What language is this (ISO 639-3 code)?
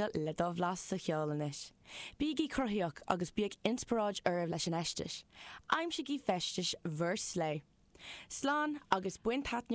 gle